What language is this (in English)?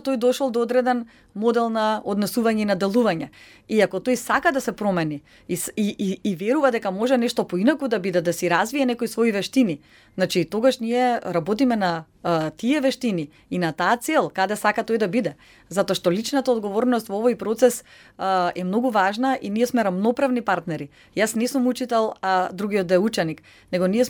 Macedonian